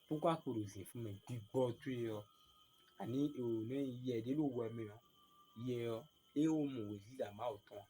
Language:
Fon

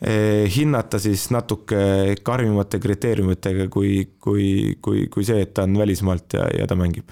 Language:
Estonian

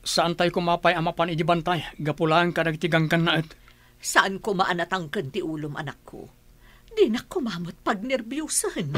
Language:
Iloko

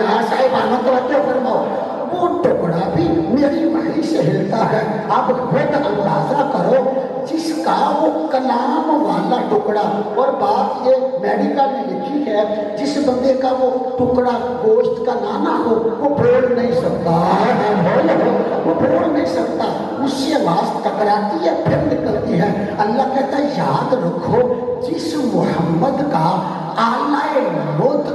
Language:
Urdu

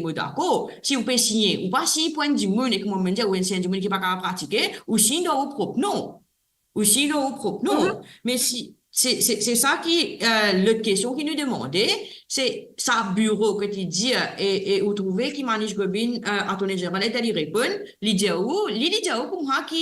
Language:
Morisyen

